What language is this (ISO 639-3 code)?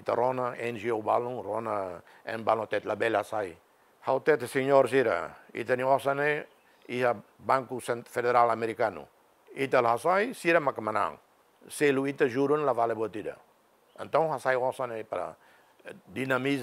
tet